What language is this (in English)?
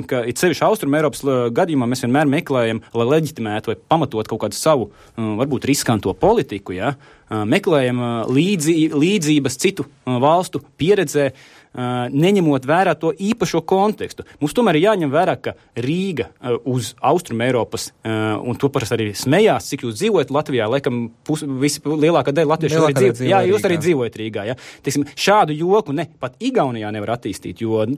Latvian